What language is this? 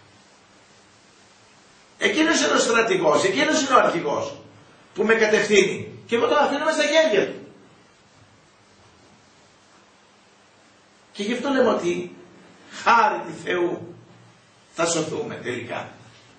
Greek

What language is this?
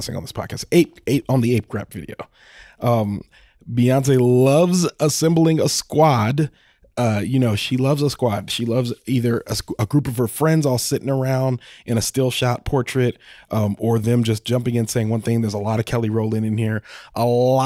English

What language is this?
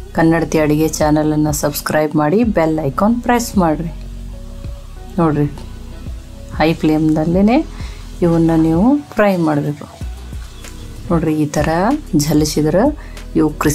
Kannada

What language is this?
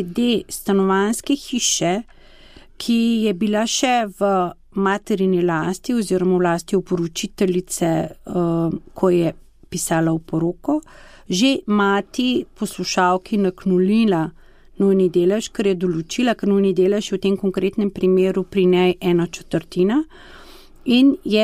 Slovenian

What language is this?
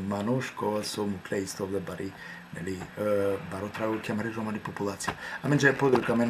Balkan Romani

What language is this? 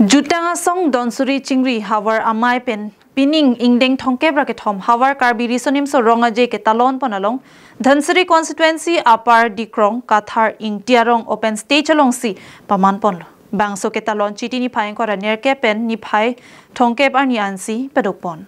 Karbi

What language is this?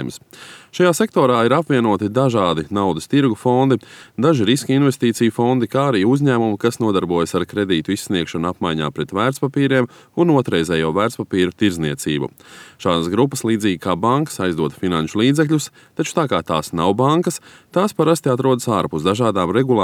Latvian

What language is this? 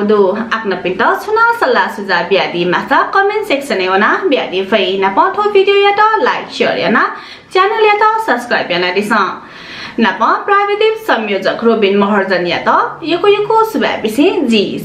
Newari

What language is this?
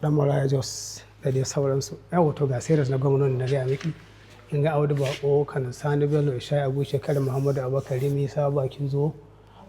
Hausa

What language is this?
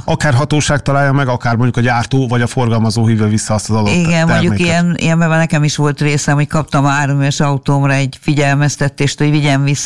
Hungarian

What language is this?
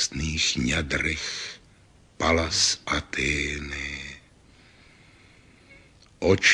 Czech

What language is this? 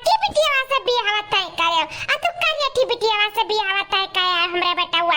Awadhi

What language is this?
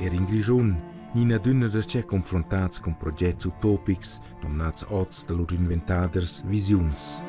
Romansh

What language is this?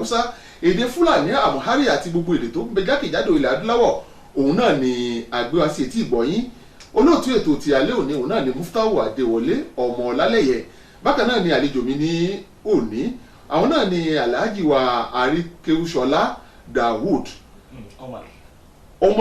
Yoruba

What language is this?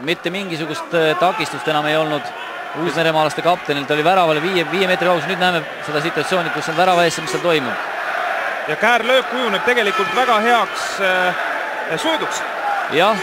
Estonian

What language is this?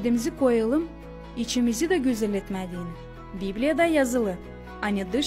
Gagauz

